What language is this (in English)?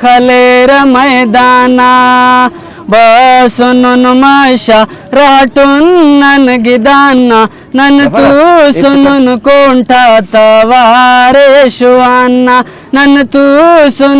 Brahui